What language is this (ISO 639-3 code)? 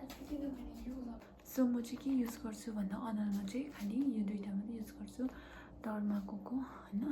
nep